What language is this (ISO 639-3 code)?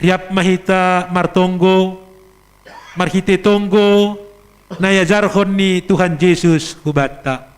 bts